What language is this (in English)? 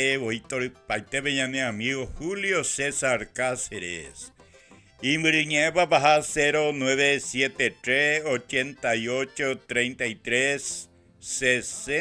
Guarani